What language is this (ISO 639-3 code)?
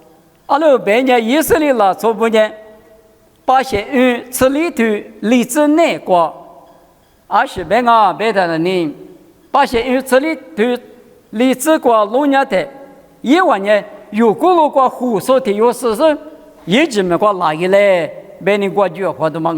lis